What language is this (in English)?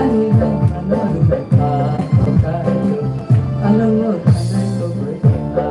Kok Borok